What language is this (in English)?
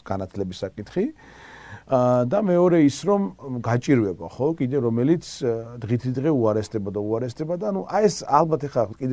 Georgian